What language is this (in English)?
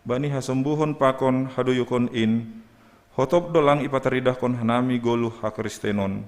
Batak Simalungun